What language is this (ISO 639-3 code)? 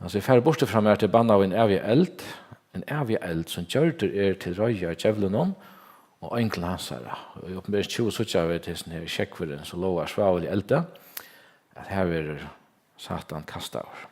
fao